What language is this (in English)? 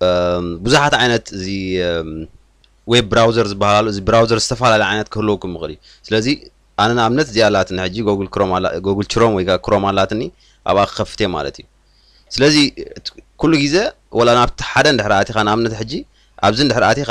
Tigrinya